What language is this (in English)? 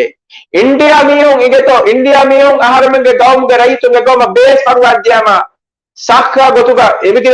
Divehi